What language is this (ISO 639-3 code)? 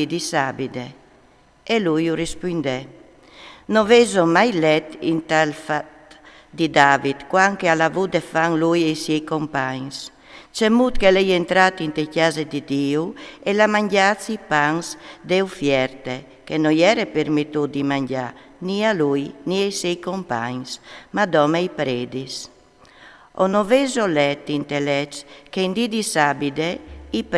fur